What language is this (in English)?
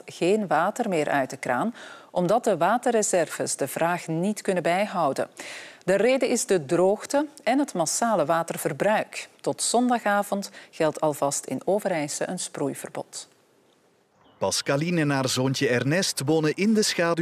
Dutch